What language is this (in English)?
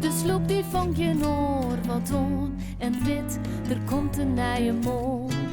Western Frisian